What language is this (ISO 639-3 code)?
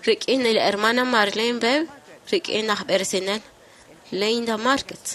kek